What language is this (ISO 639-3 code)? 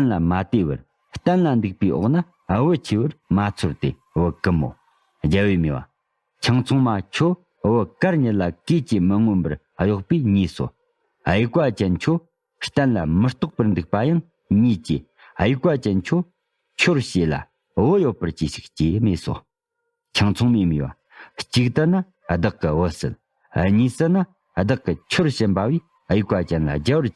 bod